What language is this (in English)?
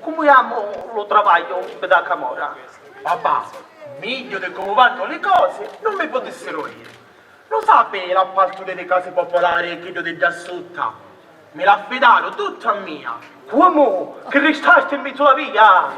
Sicilian